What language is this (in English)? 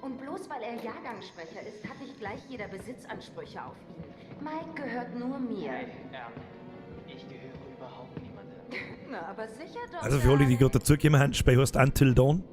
Bavarian